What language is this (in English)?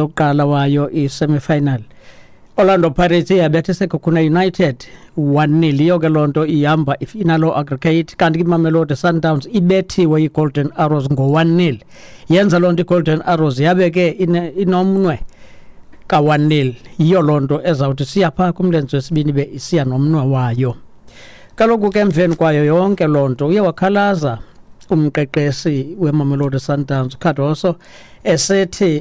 Xhosa